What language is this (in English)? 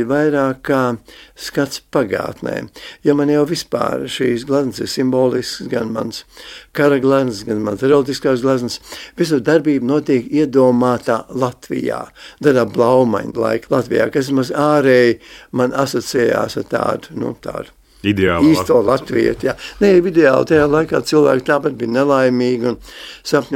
Latvian